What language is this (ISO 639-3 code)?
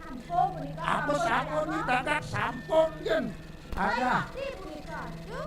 ban